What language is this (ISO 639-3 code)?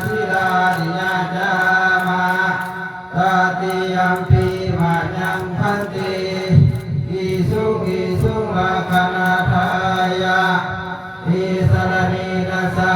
pli